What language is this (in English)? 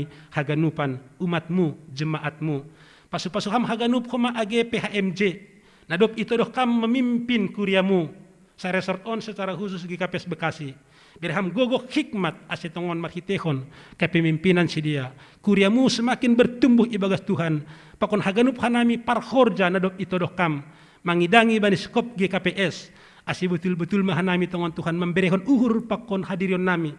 Batak Simalungun